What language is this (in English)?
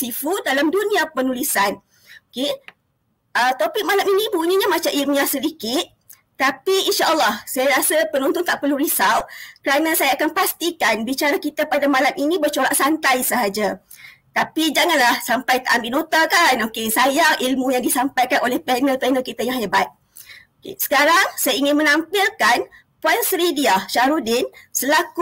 Malay